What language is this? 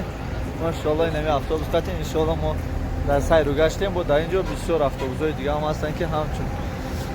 Tajik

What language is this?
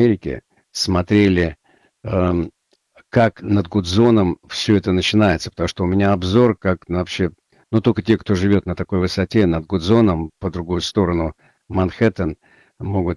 Russian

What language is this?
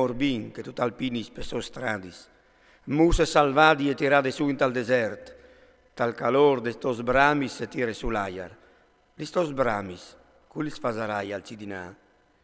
Friulian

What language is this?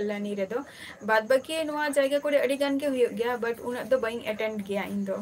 Santali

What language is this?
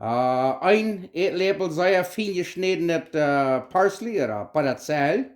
Plautdietsch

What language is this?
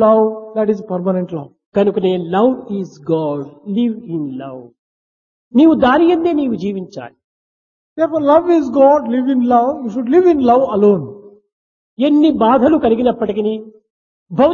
Telugu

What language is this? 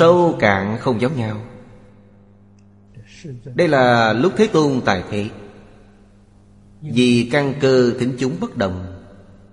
Vietnamese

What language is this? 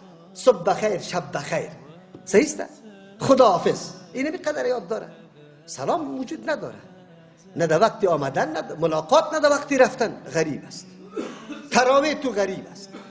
Persian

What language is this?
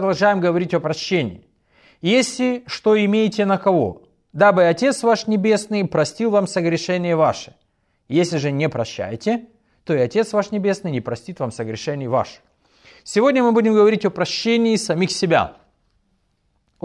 Russian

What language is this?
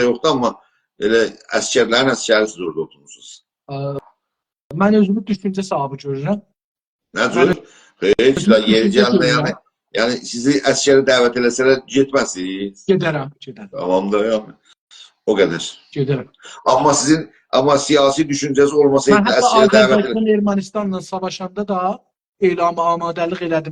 South Azerbaijani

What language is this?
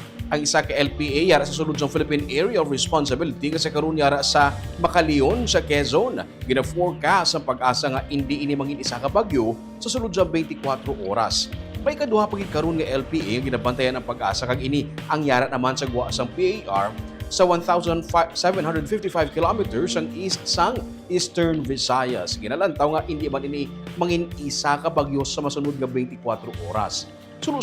Hiligaynon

